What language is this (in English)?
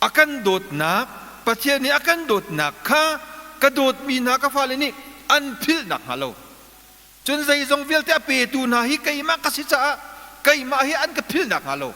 Hakha Chin